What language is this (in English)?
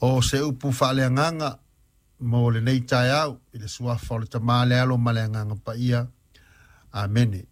Samoan